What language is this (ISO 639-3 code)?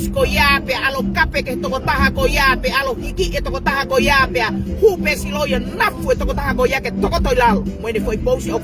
ton